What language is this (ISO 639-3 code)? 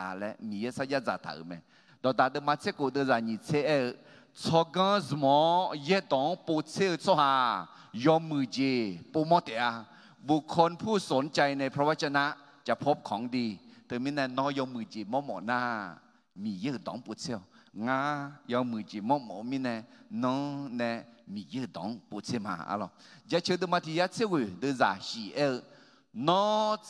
ahk